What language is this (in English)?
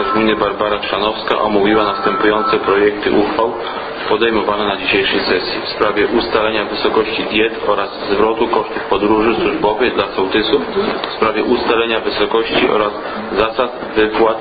Polish